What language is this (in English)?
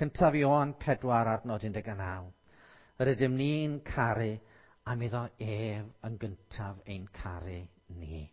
Welsh